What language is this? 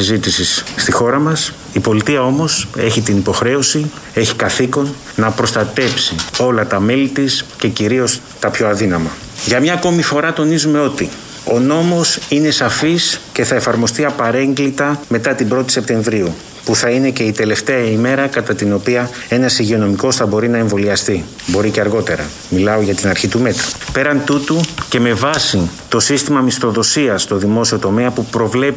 Greek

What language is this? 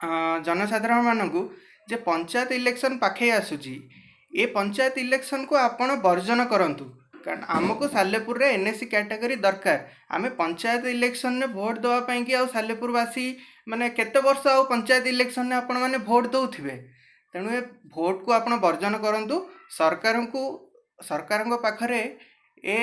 Odia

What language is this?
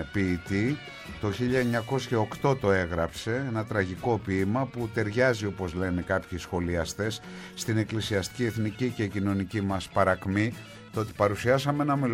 Greek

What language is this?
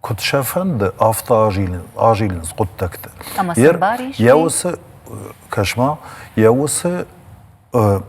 Ossetic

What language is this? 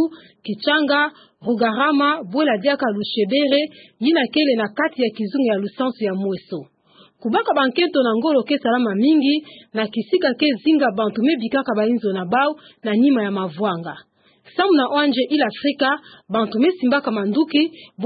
Kituba (Democratic Republic of Congo)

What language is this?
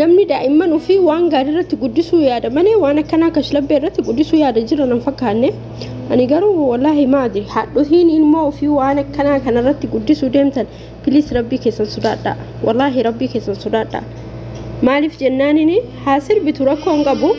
Oromo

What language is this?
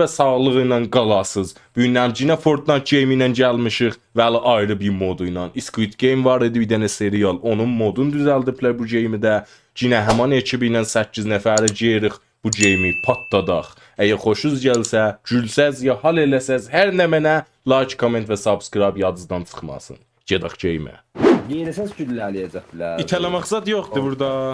South Azerbaijani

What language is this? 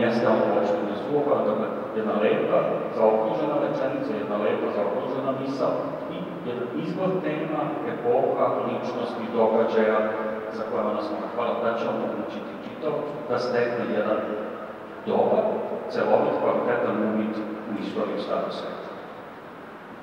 Serbian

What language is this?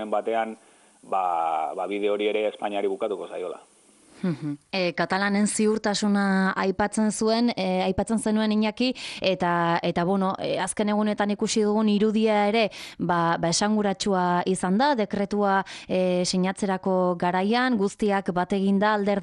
Basque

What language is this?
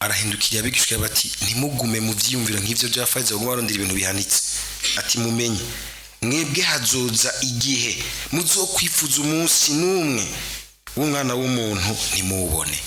Rundi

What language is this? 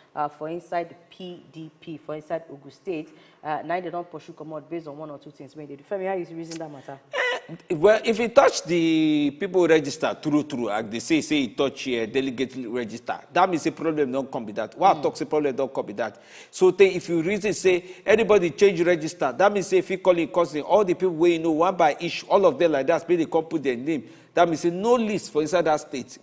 Nigerian Pidgin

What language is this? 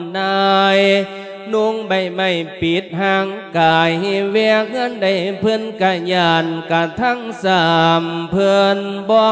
Lao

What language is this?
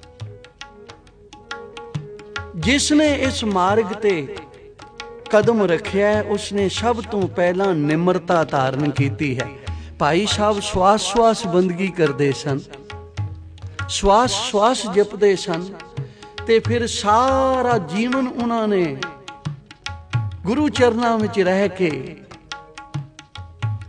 Punjabi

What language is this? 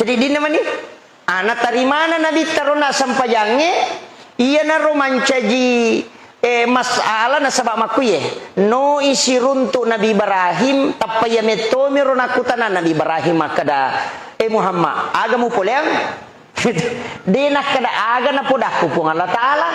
Buginese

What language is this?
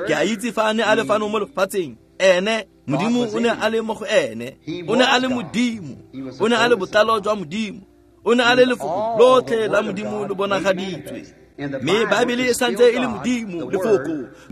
Tswana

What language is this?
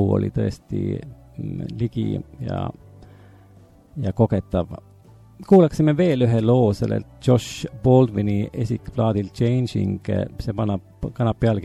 Estonian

